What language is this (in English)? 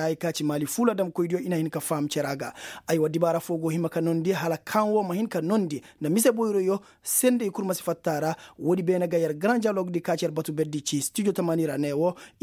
Koyraboro Senni